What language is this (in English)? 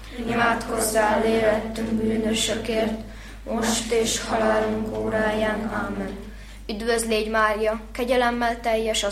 Hungarian